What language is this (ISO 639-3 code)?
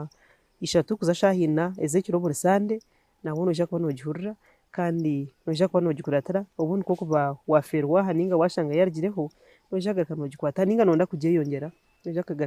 nyn